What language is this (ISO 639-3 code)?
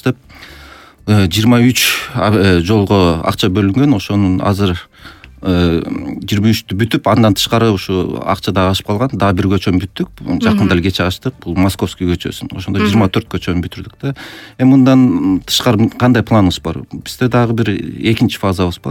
kir